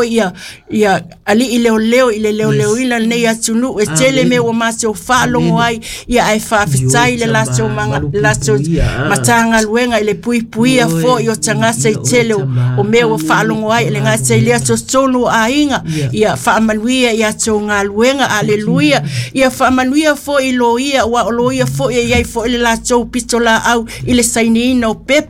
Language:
Samoan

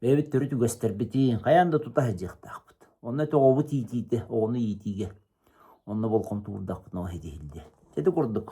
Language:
Yakut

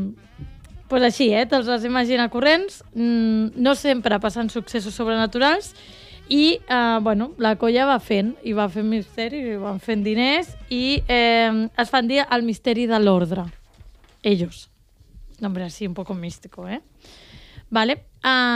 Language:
Catalan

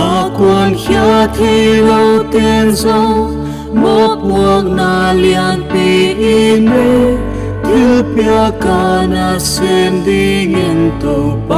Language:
Paite Chin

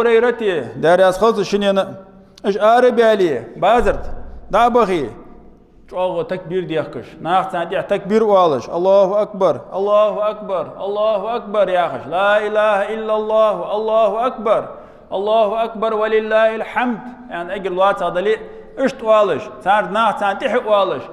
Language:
Ingush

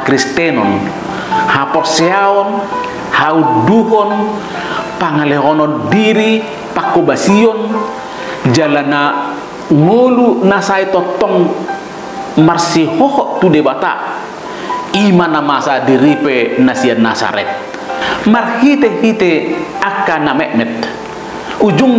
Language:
Batak Toba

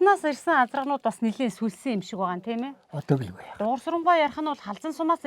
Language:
Mongolian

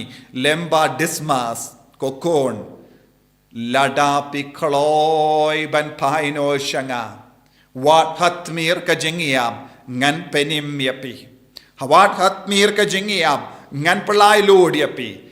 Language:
Khasi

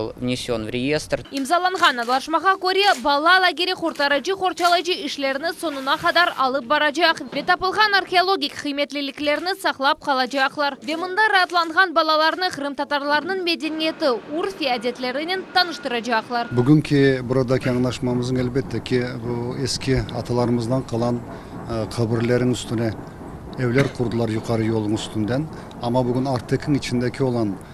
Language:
Crimean Tatar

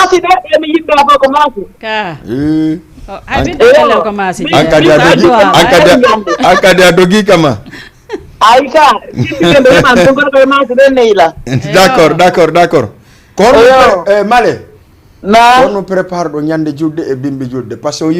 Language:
Fula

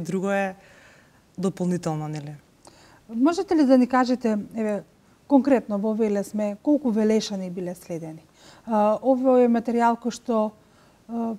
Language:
Macedonian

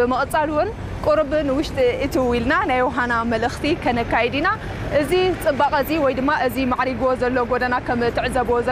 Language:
Tigrinya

